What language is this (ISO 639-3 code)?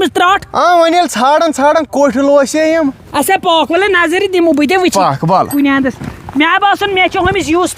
kas